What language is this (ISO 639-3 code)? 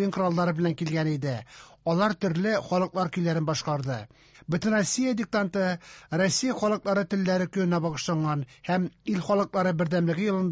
tat